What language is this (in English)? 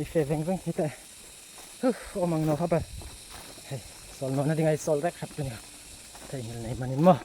Hmar